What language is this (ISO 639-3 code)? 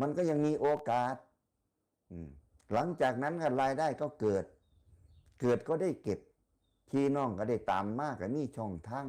tts